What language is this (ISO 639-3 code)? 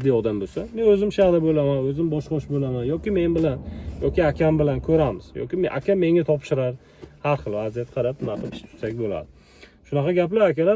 uzb